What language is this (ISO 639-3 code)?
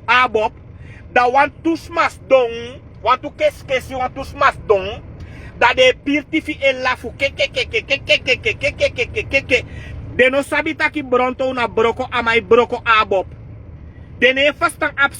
srn